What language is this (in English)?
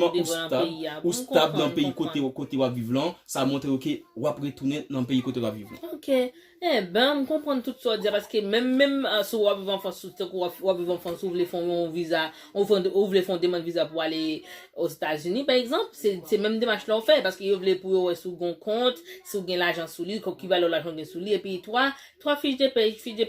Haitian Creole